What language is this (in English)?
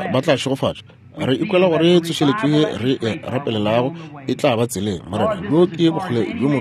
Northern Sotho